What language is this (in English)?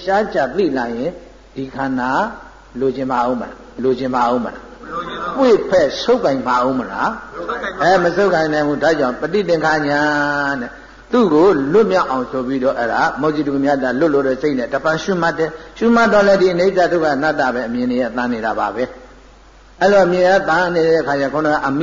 Burmese